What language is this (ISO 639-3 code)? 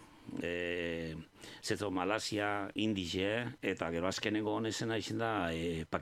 eus